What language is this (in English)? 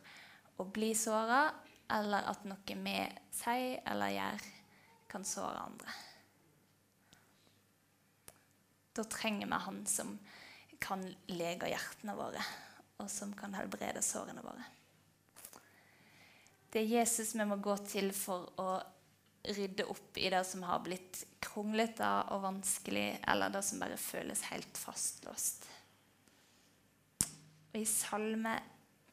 Norwegian